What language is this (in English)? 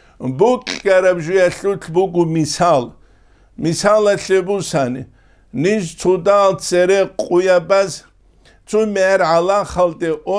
Avaric